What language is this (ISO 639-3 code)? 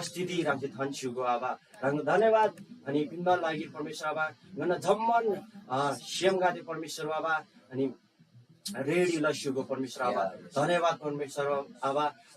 taj